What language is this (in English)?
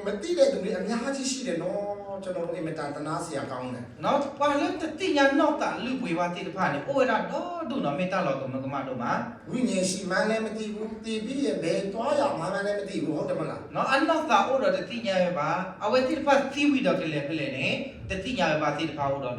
S'gaw Karen